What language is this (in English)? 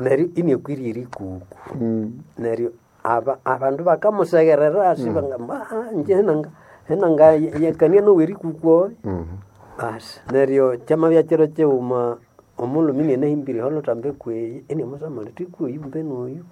Nande